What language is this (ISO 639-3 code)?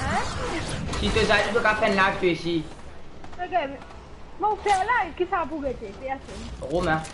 mfe